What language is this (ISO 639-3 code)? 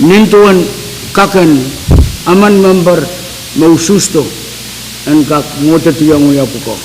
pon